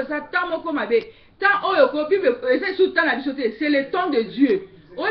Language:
Lingala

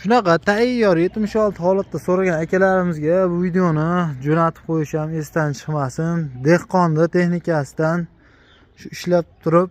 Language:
Uzbek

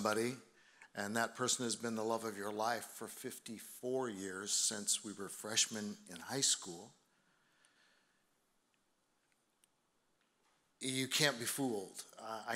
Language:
English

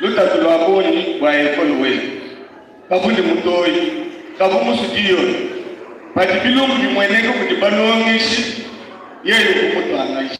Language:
Luba-Lulua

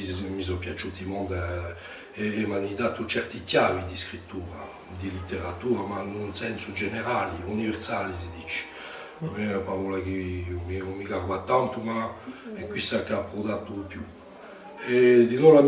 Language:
Corsican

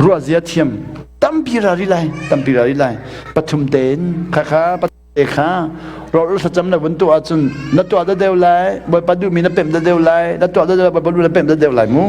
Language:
Hakha Chin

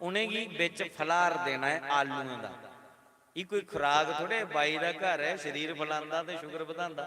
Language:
Dogri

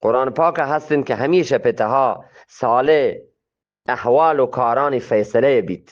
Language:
Eastern Balochi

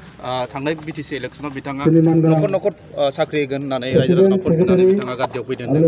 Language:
Bodo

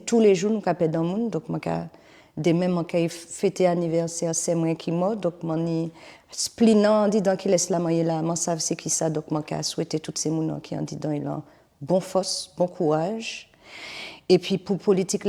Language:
Guadeloupean Creole French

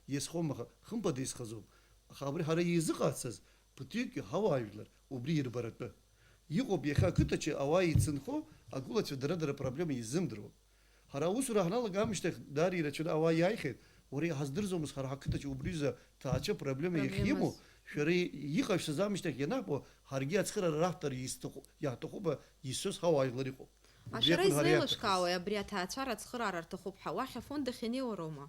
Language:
Abkhazian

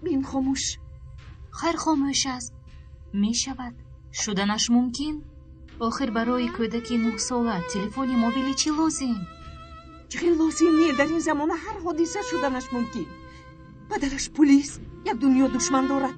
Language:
Tajik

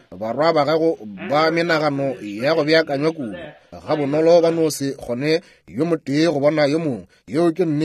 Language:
Northern Sotho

